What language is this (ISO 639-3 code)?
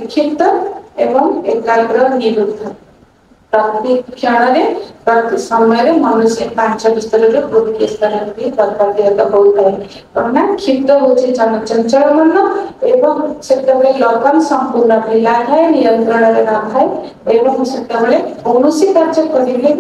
ori